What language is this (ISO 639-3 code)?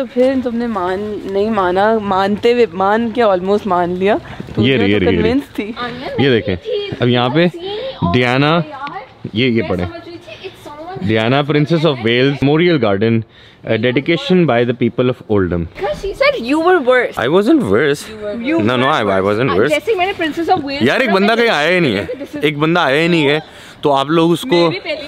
hin